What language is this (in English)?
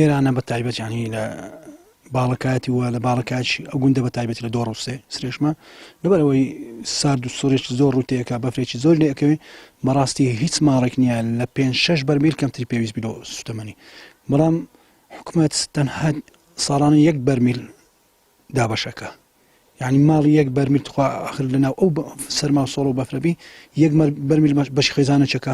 Central Kurdish